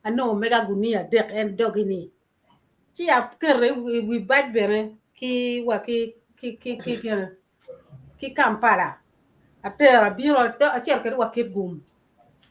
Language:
Acoli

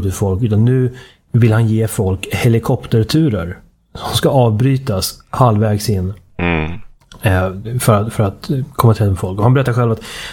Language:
Swedish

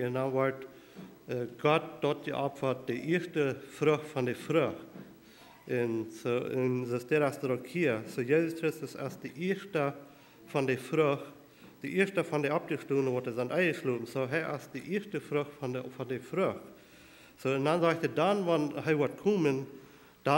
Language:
Plautdietsch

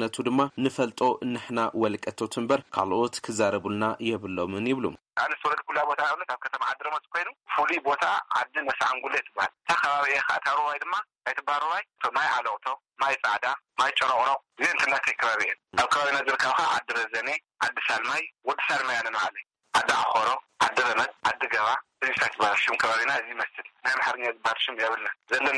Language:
Tigrinya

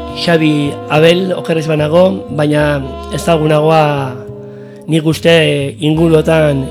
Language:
Basque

